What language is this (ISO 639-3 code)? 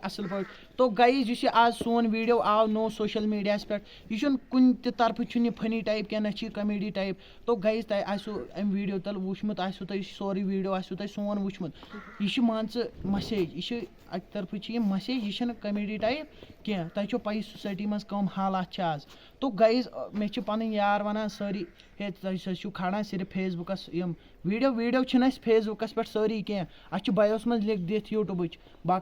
kas